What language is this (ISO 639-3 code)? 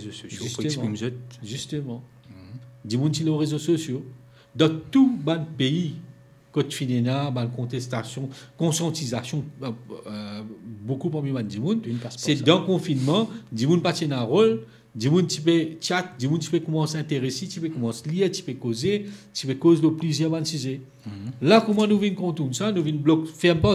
mfe